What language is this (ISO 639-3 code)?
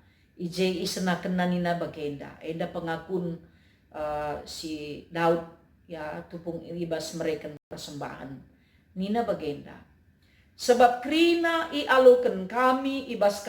btx